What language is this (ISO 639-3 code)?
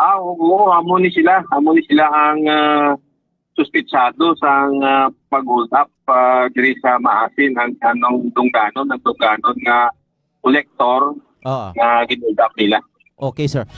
hil